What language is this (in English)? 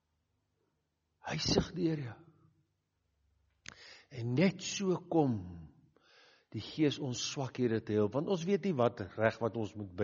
Afrikaans